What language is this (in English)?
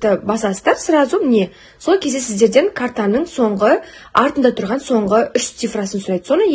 Kazakh